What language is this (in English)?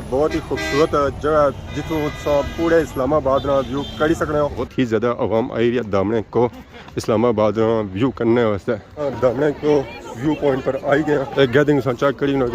Pahari-Potwari